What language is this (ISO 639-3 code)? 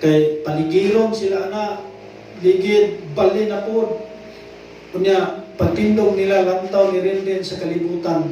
ceb